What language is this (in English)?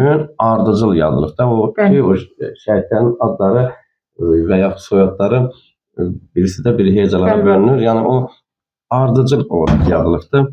Azerbaijani